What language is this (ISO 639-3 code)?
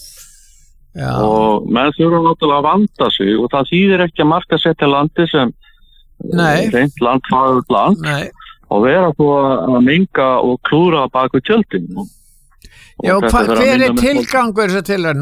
isl